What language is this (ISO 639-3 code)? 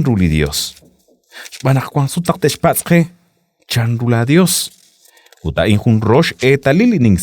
kek